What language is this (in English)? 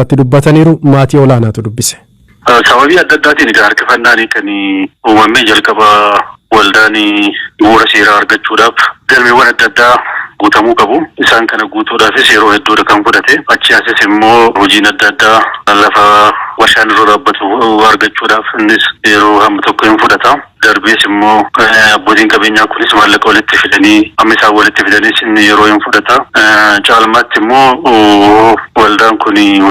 Oromo